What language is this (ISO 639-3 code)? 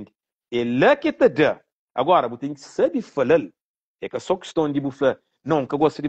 kea